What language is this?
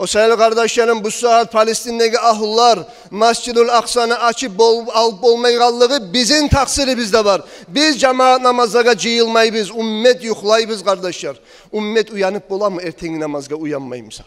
Kumyk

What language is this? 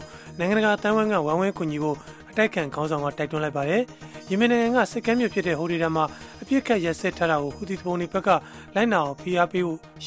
Burmese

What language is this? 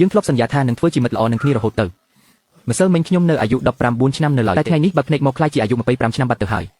Khmer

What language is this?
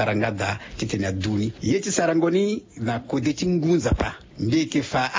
Sango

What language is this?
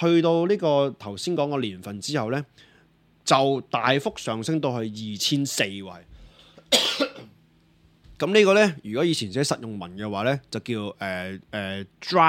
Cantonese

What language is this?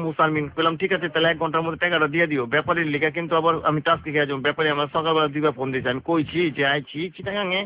Bangla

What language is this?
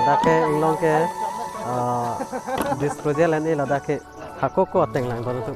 Karbi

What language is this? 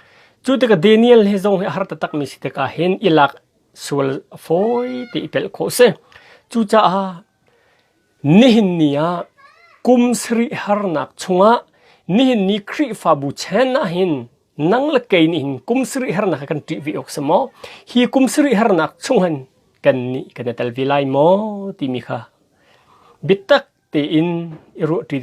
Hakha Chin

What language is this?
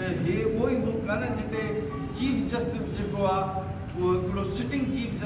Sindhi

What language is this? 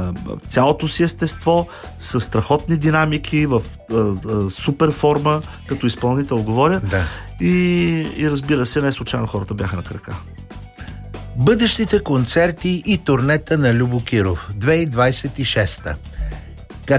Bulgarian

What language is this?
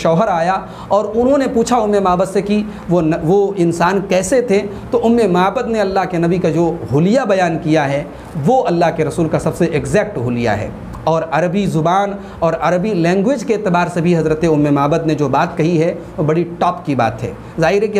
Urdu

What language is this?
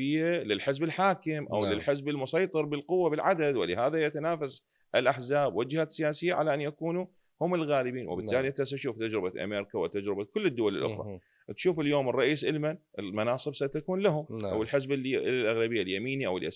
Mesopotamian Arabic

